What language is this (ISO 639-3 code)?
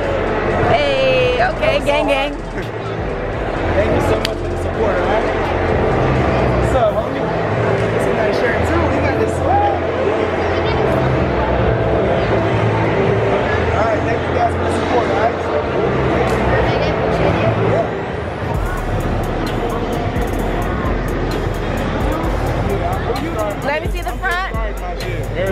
eng